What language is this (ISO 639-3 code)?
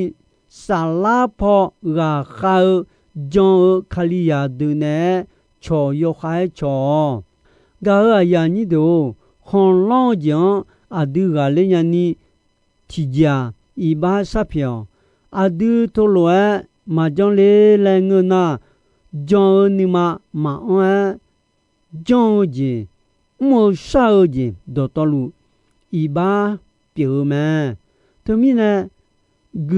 ahk